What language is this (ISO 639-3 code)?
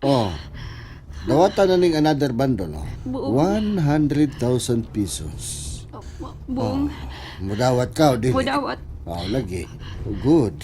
ceb